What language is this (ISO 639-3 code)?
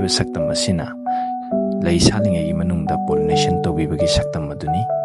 mni